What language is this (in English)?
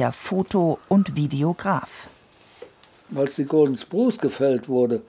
German